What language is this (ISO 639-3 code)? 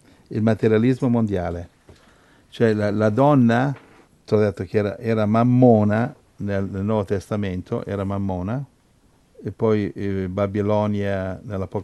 ita